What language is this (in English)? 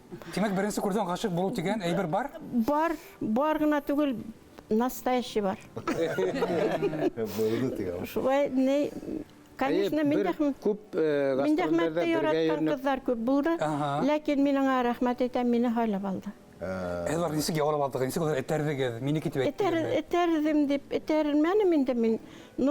Bashkir